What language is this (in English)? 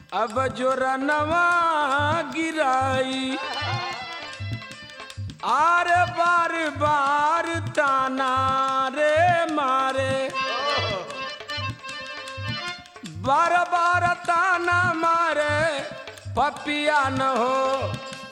Bhojpuri